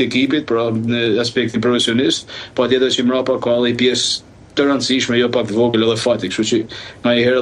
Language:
Albanian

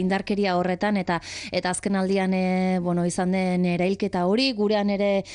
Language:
Basque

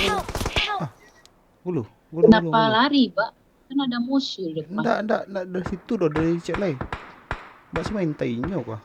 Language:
Minangkabau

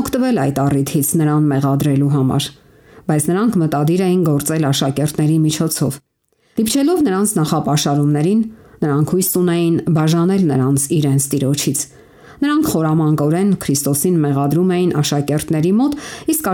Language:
Armenian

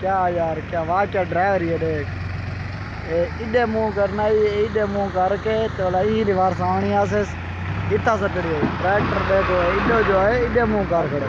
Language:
Saraiki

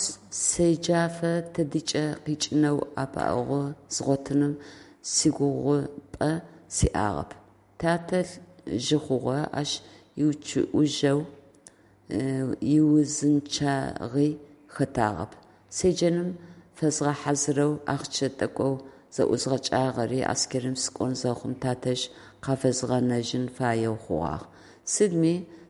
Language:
Adyghe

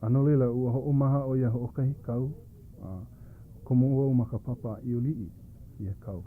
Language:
Hawaiian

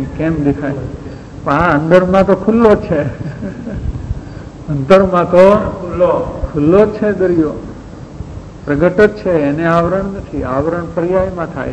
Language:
Gujarati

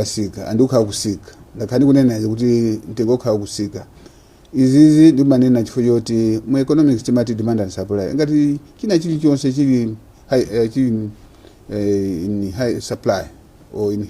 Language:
Nyanja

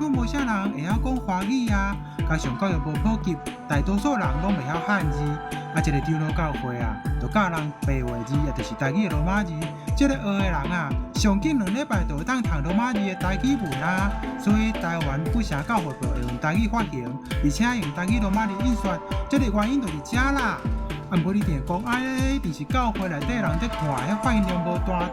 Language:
Min Nan Chinese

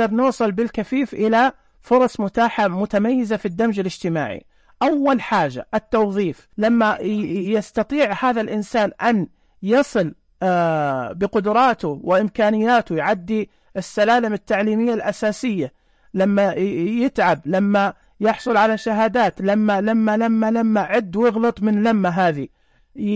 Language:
Najdi Arabic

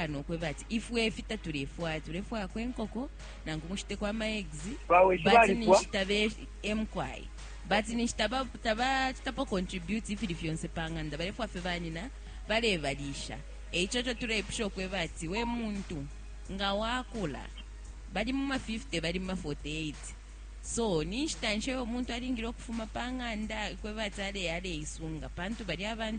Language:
Bemba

